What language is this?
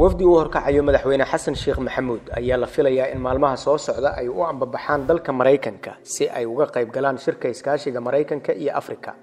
Somali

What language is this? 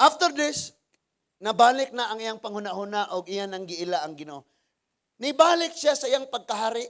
Cebuano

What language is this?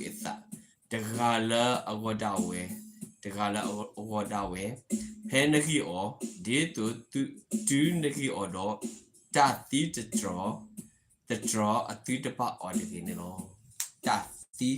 S'gaw Karen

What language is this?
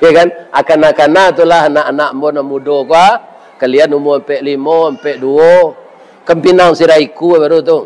Minangkabau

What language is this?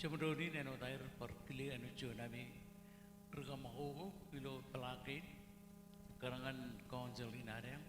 Marshallese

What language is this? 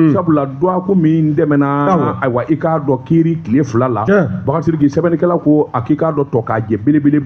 Bambara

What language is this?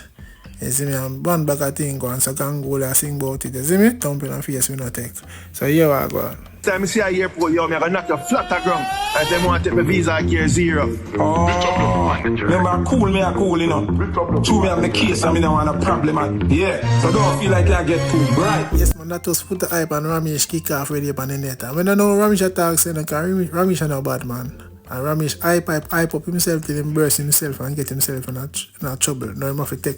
Jamaican Creole English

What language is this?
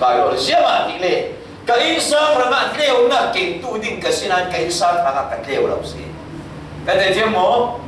Falam Chin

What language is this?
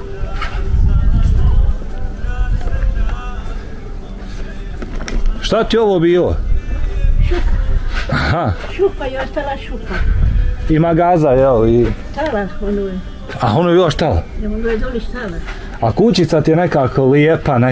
Bosnian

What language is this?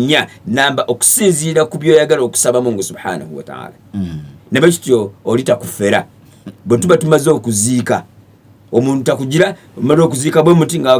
Ganda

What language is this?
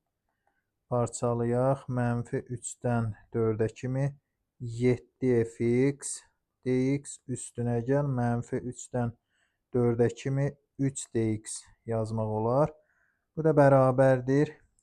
Azerbaijani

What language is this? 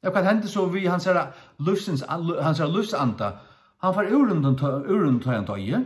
Faroese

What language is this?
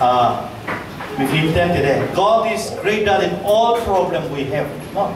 Falam Chin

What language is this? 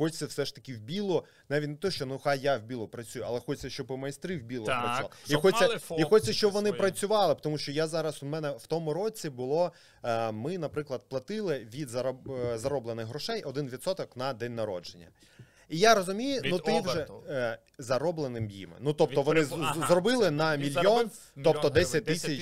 Ukrainian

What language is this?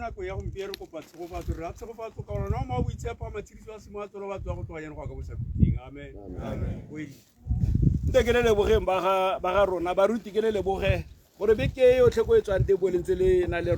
Tswana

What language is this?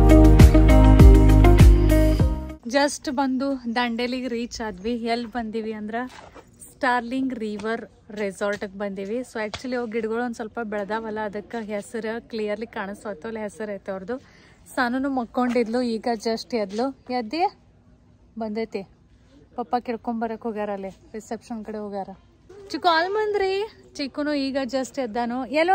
Kannada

